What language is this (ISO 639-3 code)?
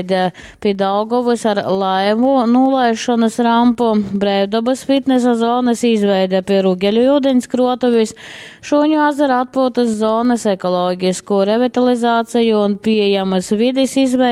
ltg